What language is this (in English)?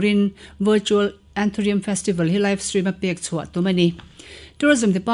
Mizo